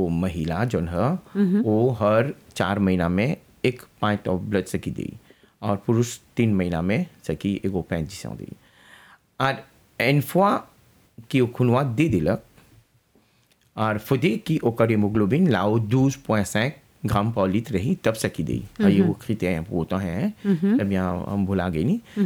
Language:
Bhojpuri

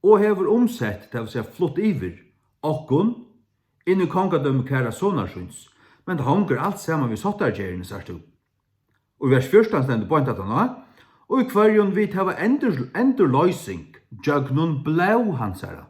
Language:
Faroese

